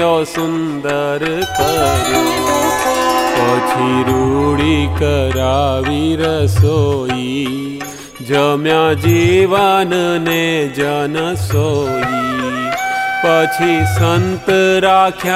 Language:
Gujarati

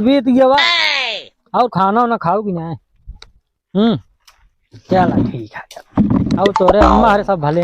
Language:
Awadhi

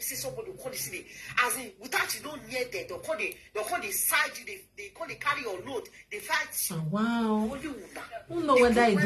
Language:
Nigerian Pidgin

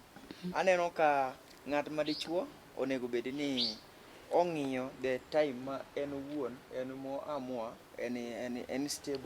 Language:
Luo (Kenya and Tanzania)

